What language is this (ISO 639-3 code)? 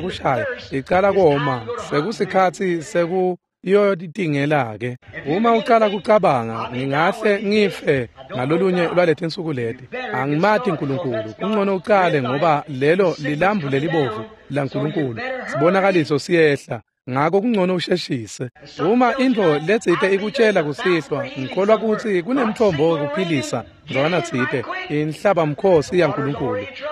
ssw